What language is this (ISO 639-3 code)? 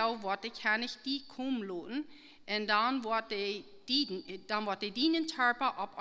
pdt